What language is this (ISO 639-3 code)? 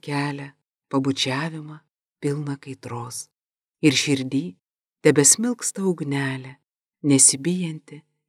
lit